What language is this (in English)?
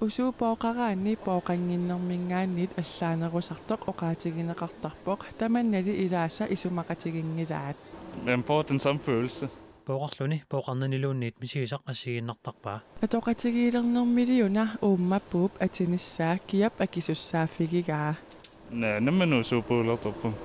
Kalaallisut